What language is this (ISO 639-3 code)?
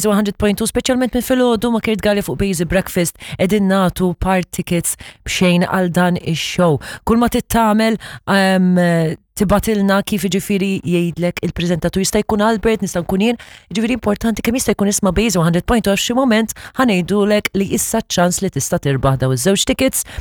mlt